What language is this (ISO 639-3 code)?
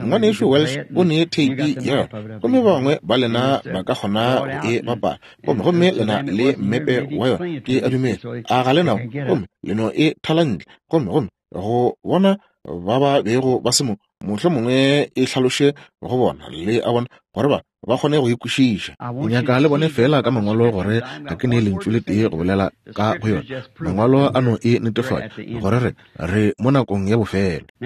nso